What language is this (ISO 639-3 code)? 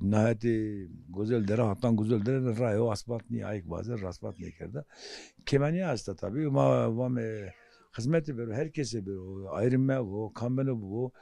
zza